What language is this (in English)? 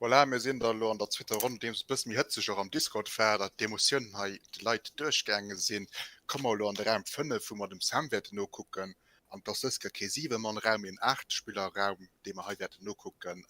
Luxembourgish